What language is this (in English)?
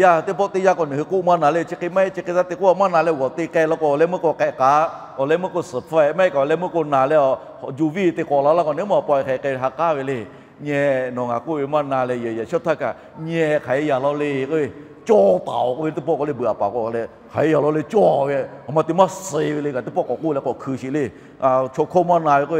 Lahu